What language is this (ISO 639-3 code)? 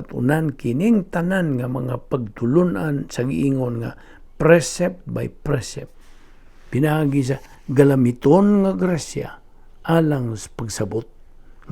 ceb